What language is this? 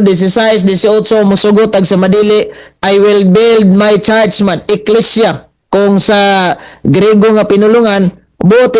Cebuano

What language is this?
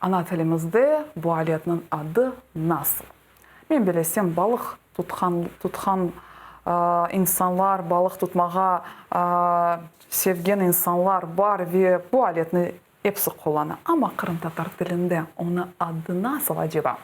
Crimean Tatar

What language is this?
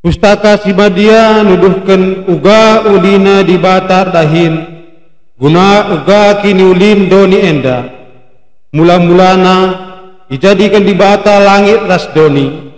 Batak Karo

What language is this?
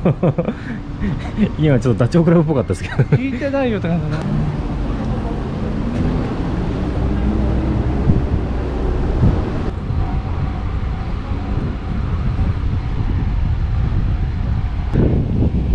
Japanese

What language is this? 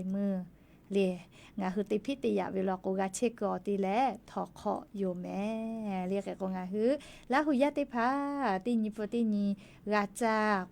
Lahu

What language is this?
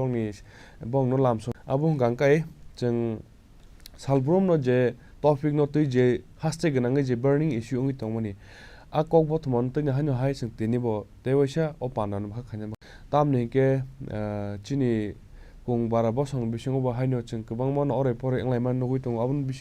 Kok Borok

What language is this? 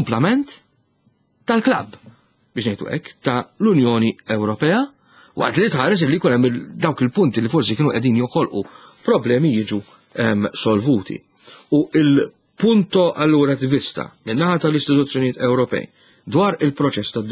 Maltese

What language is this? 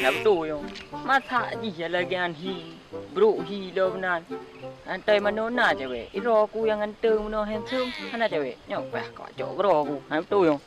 Achinese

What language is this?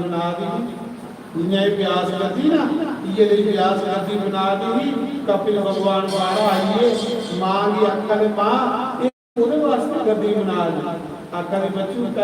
Dogri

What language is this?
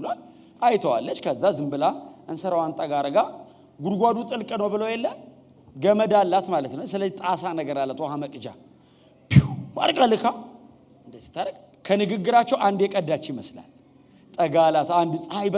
Amharic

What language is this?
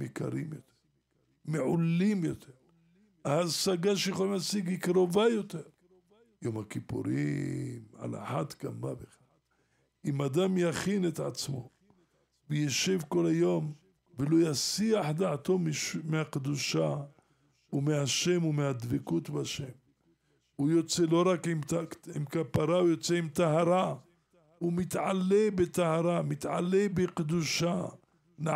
Hebrew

